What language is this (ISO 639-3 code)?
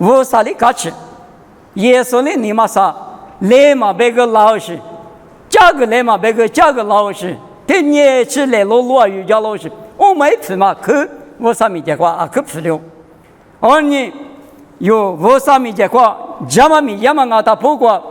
lis